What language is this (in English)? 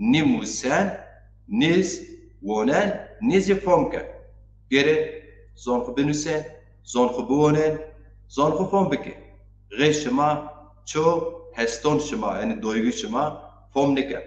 Zaza